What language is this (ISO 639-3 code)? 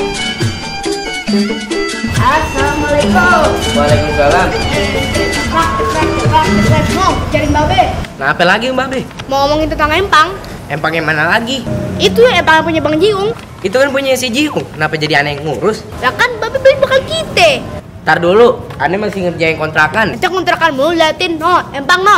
bew